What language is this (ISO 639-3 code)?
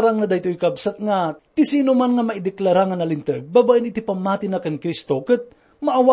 ilo